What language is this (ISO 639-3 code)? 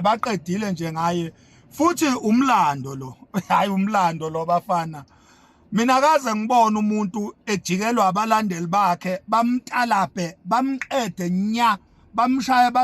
zul